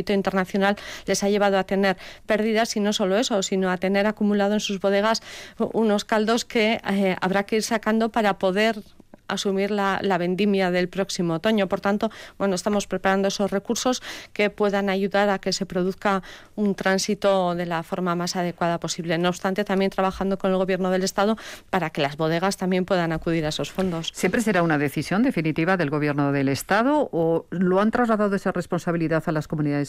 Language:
Spanish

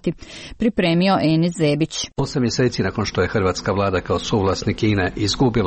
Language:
Croatian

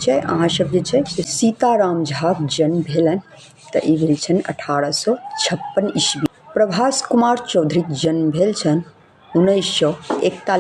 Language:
Maithili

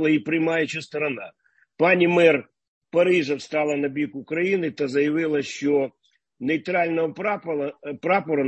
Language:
Ukrainian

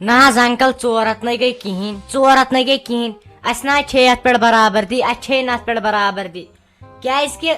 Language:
Kashmiri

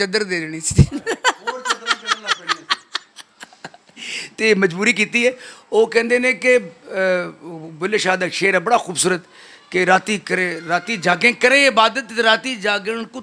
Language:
Punjabi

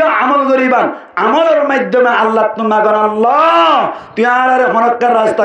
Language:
Rohingya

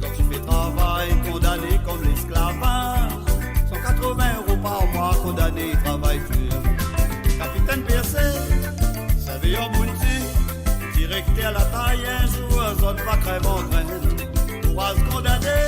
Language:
Morisyen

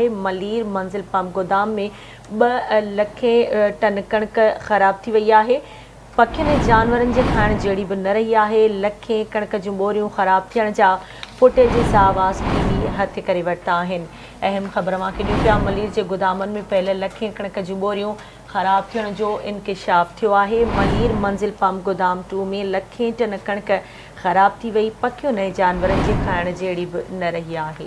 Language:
Sindhi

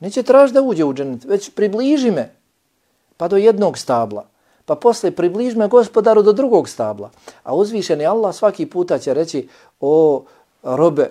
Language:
Bosnian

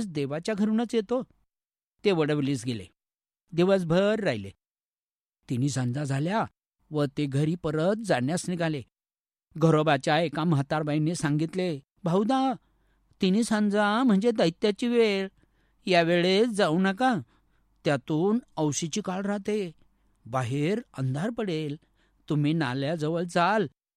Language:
Marathi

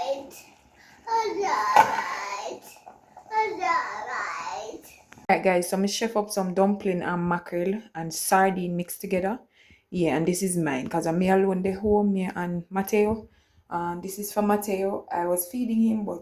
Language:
Jamaican Creole English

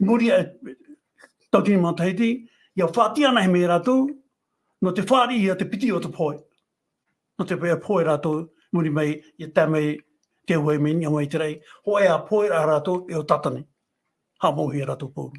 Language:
Tahitian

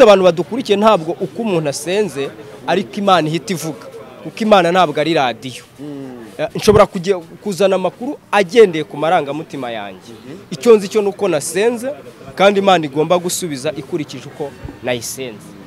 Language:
Kinyarwanda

